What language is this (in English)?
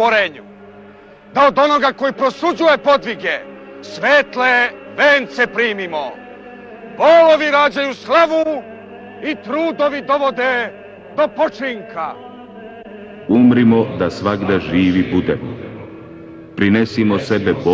Serbian